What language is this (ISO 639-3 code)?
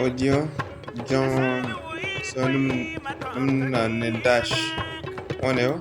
dje